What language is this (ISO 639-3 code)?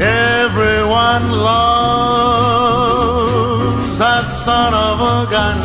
haw